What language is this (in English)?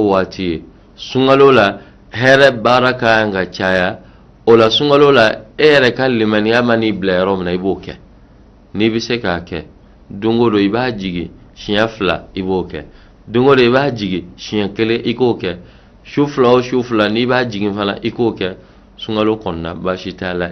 Bambara